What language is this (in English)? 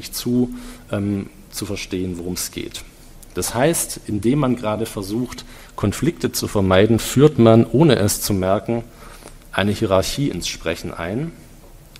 German